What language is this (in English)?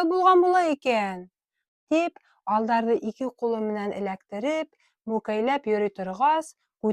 Bashkir